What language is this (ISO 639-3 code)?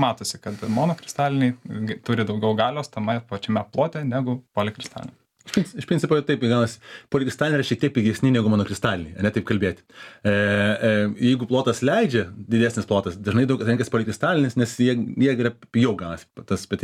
lit